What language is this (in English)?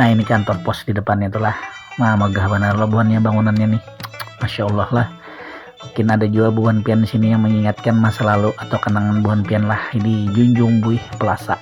Banjar